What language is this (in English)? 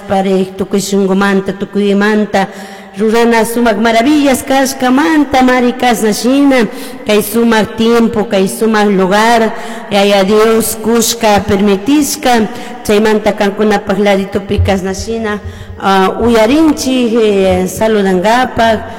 Chimborazo Highland Quichua